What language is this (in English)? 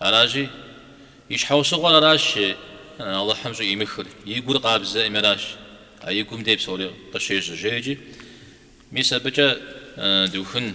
Kabardian